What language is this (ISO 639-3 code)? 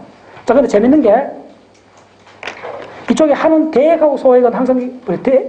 kor